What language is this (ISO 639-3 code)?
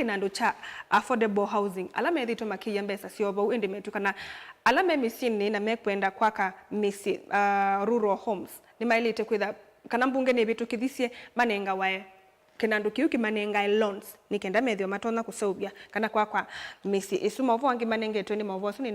kam